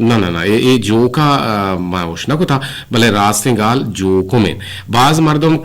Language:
Eastern Balochi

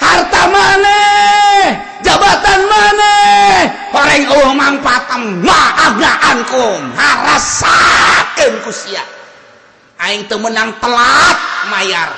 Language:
Sundanese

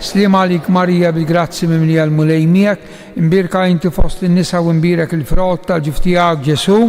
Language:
Maltese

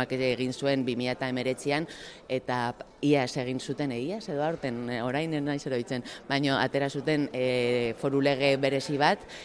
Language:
Basque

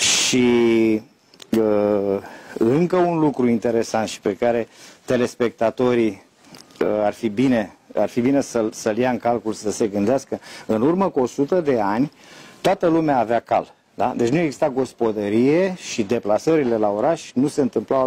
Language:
Romanian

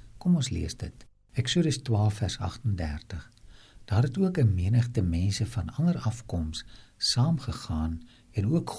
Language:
Afrikaans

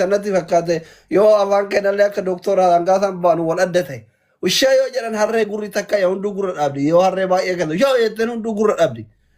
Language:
Oromo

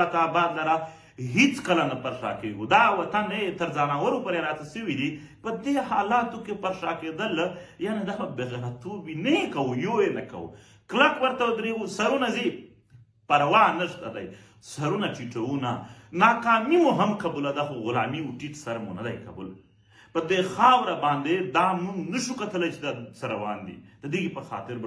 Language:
Pashto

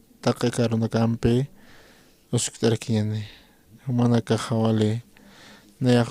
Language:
Aymara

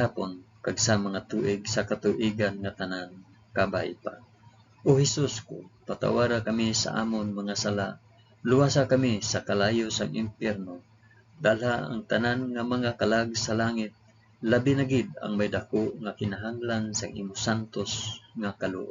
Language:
Hiligaynon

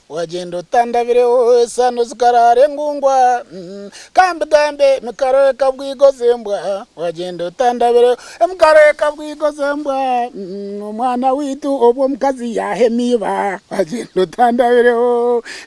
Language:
Nyankole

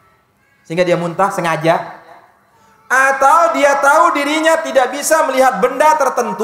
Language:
Indonesian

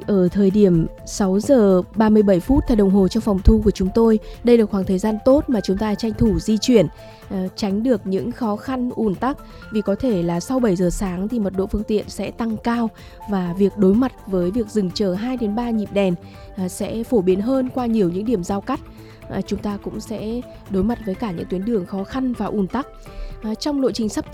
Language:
Vietnamese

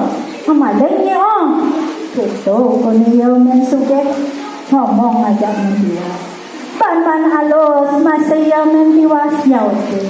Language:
Balinese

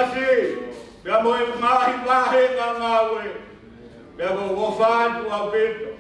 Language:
Tongan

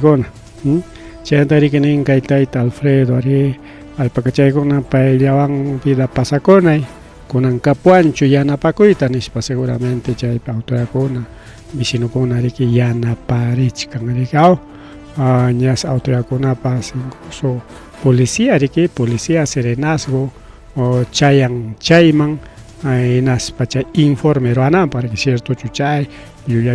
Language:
Ayacucho Quechua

